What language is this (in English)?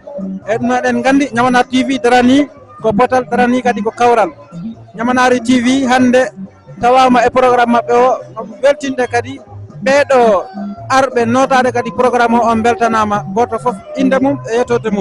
Fula